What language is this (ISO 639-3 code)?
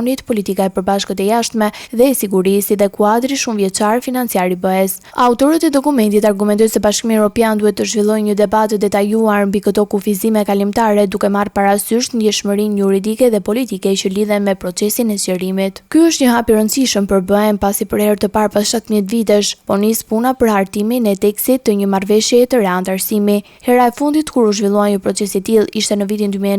sqi